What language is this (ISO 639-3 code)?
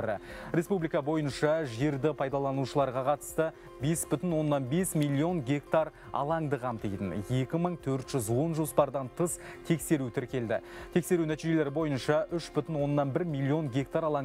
kaz